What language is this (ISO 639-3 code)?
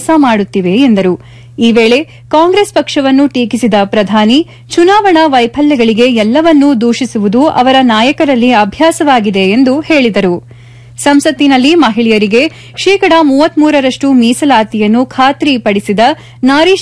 kan